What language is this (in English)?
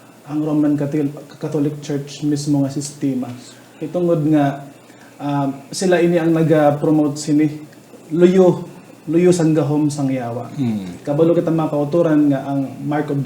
Hiligaynon